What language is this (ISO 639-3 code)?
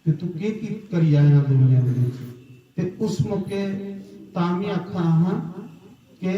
doi